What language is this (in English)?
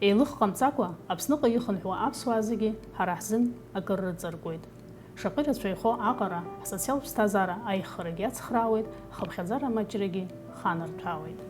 Abkhazian